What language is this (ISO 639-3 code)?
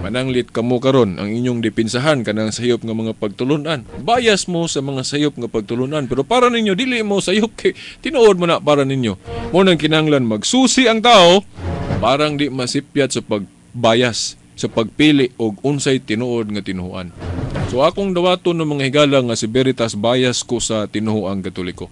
ceb